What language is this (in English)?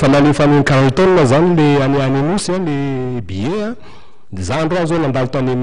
Malagasy